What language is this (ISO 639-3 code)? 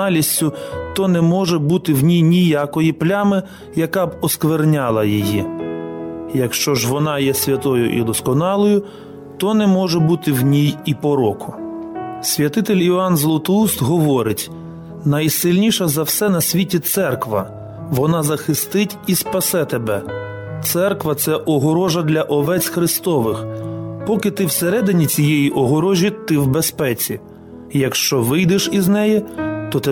ukr